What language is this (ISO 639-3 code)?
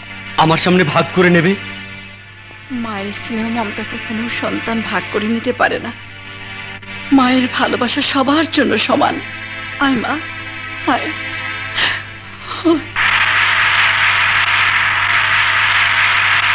ben